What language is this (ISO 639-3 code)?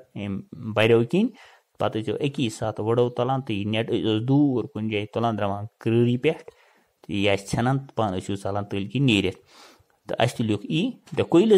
kas